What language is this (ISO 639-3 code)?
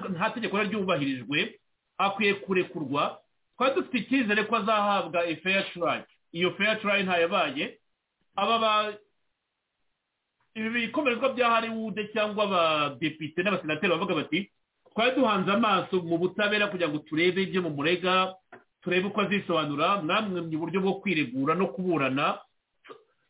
kin